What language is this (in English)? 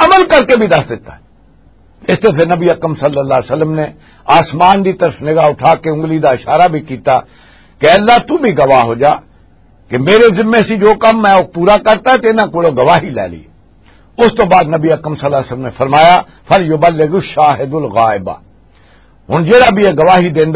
Western Panjabi